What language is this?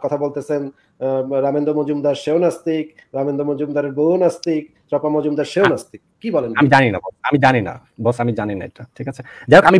Bangla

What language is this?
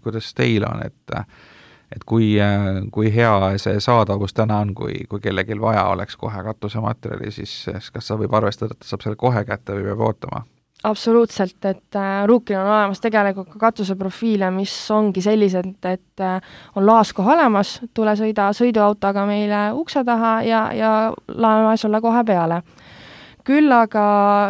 Estonian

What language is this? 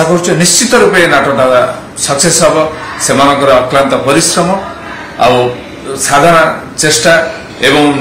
Odia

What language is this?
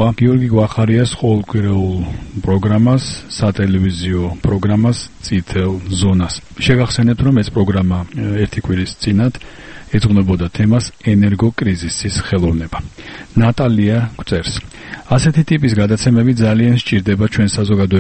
Georgian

